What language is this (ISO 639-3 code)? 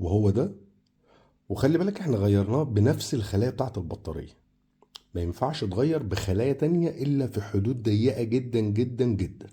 arz